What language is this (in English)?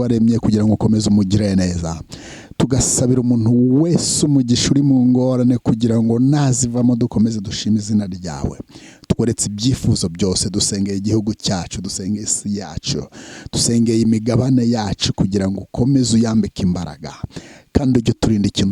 Kinyarwanda